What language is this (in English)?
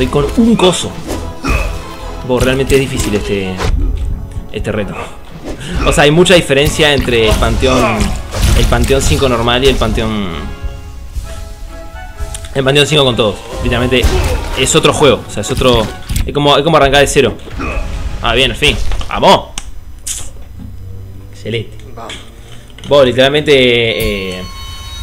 Spanish